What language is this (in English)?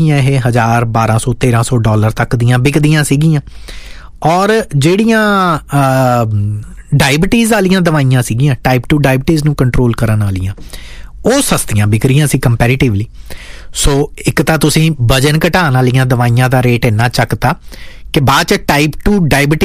Punjabi